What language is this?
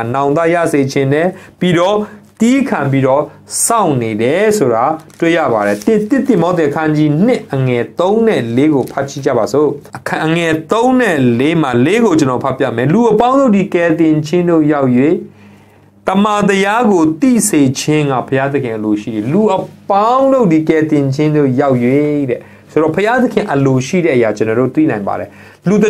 Burmese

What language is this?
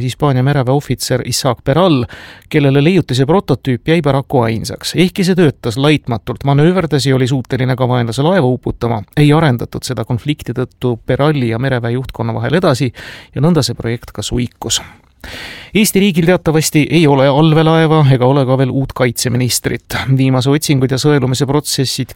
Estonian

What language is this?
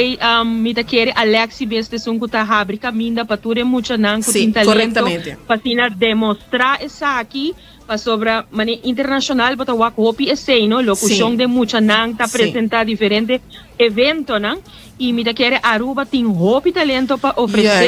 Papiamento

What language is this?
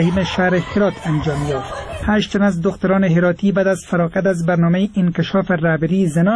Persian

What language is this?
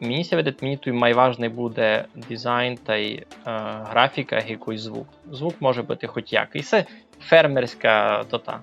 Rusyn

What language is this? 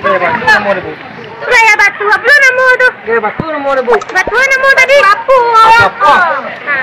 Minangkabau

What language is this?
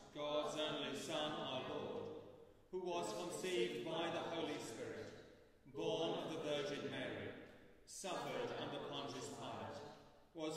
English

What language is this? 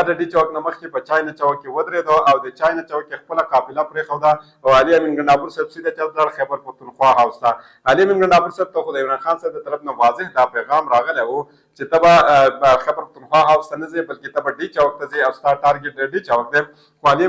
Pashto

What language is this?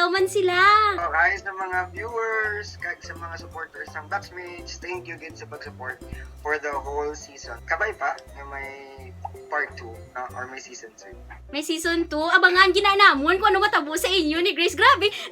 Hiligaynon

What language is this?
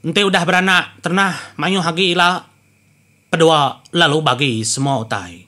Iban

